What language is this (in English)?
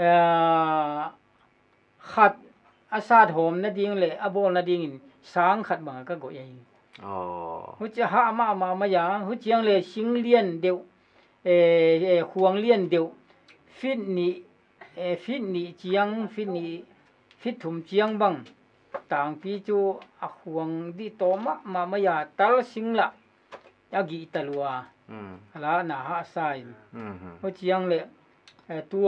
Paite Chin